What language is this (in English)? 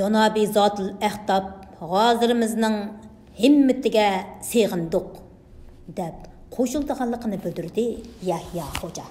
Uyghur